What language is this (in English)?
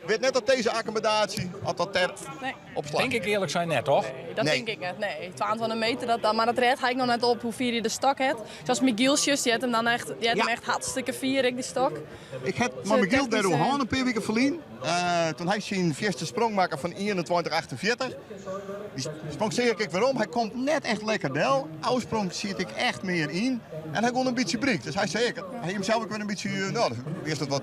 Western Frisian